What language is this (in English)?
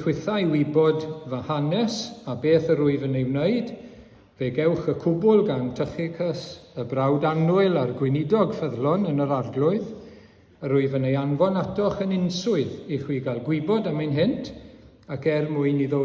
Welsh